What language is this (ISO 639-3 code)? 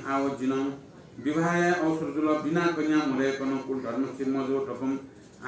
new